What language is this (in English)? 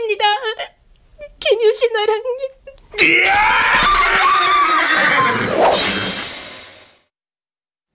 Korean